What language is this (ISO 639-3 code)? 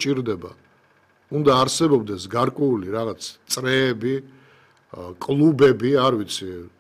kat